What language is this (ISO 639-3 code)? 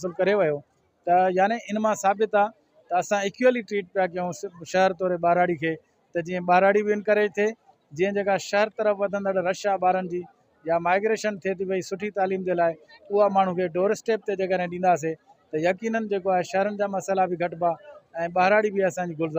snd